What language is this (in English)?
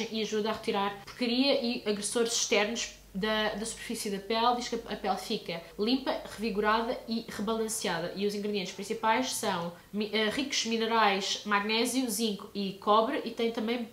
Portuguese